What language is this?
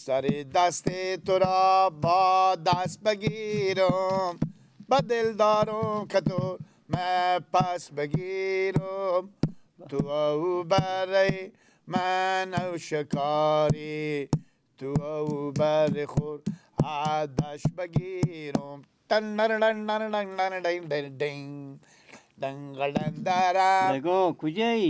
Persian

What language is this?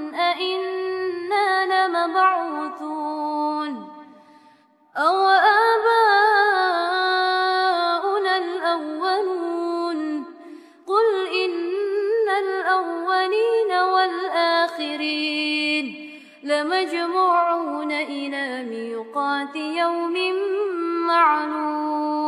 Arabic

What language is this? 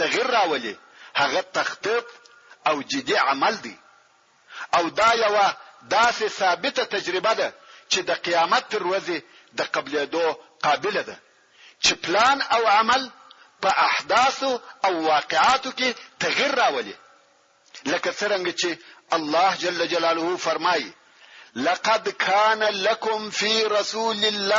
Pashto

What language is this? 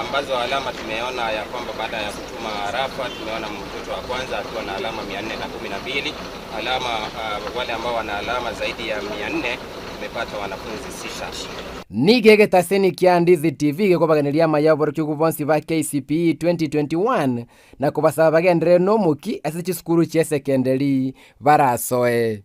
Gusii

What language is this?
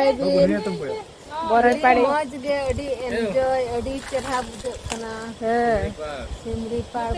Santali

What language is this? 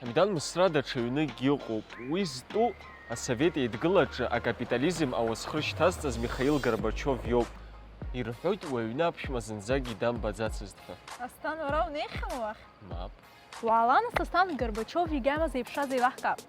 Abkhazian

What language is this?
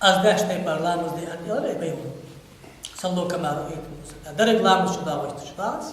Ingush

